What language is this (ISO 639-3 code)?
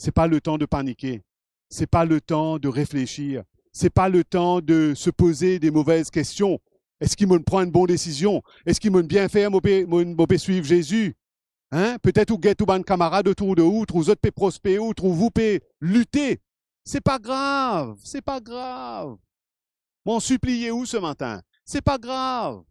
mfe